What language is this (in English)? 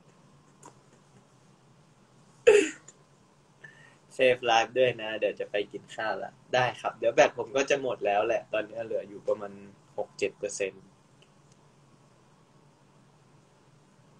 Thai